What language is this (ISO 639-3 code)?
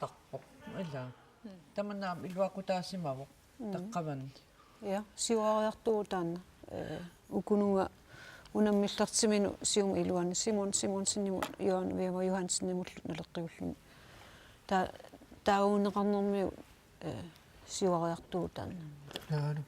kal